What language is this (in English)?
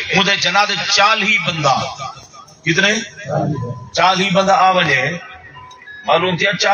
Saraiki